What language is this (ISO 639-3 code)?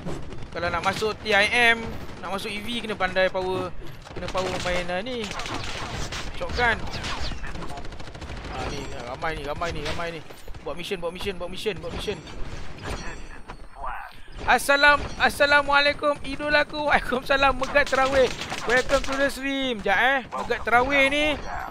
msa